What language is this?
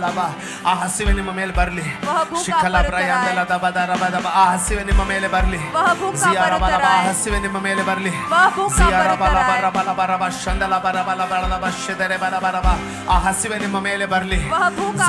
Kannada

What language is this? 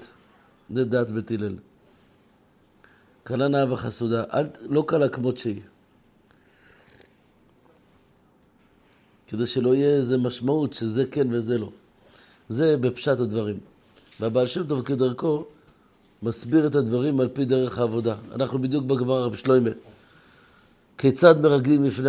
Hebrew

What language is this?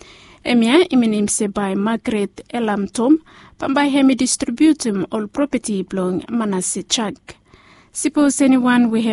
Bislama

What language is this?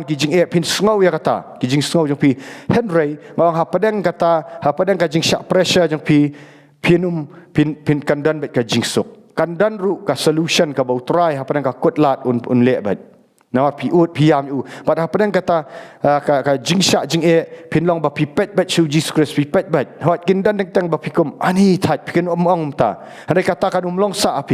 Khasi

